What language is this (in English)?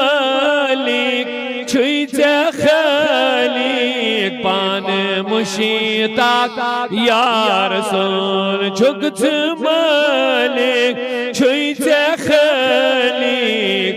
Kashmiri